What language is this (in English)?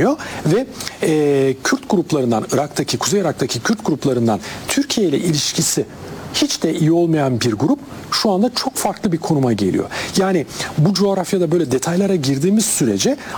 Turkish